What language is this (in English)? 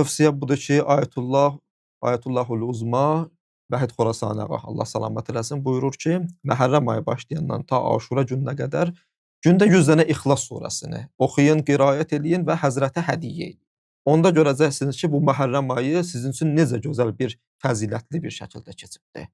Azerbaijani